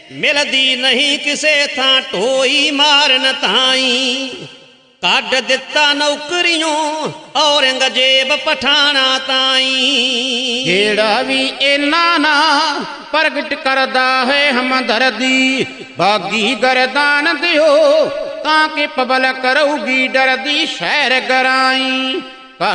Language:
Punjabi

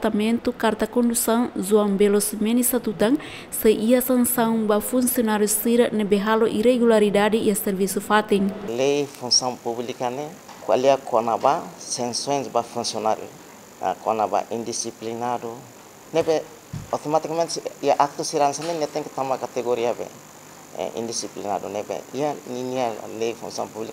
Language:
Tetum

